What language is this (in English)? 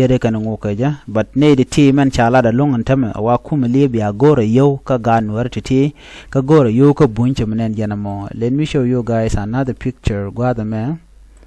Nuer